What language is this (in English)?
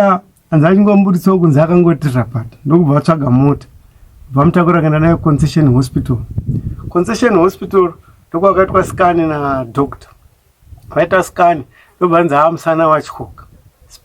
Shona